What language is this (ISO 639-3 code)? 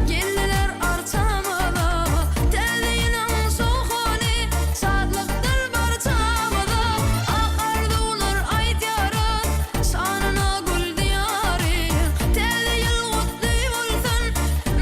tuk